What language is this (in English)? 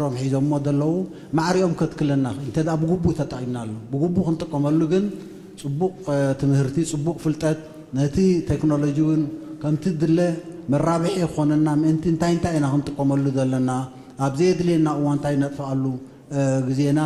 Tigrinya